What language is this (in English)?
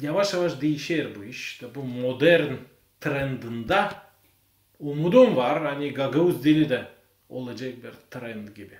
Gagauz